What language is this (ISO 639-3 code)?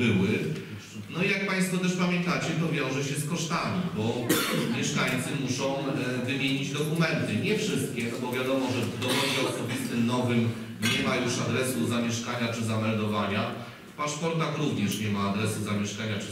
pol